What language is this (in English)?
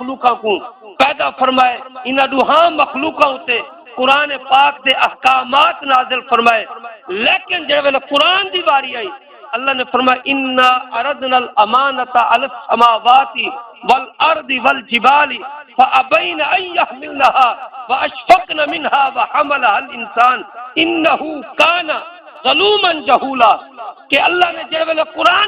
Saraiki